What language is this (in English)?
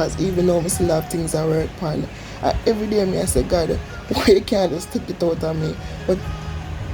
Jamaican Creole English